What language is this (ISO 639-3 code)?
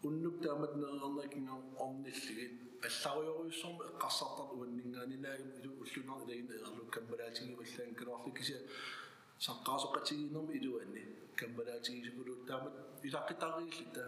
kal